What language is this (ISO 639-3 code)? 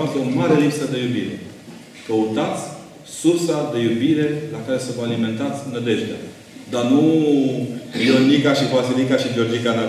ron